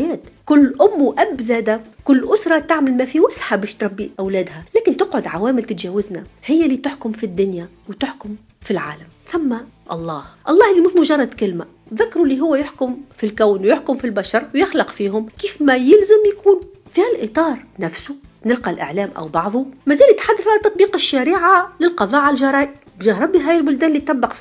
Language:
Tunisian Arabic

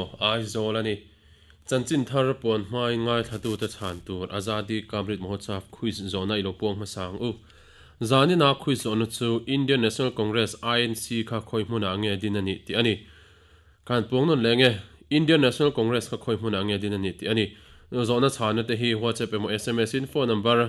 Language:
Mizo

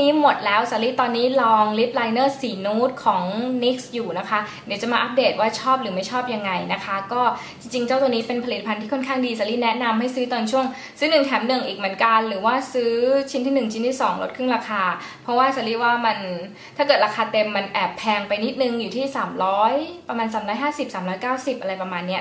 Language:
Thai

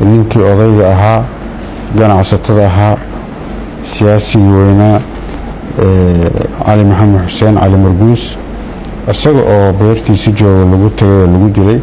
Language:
Somali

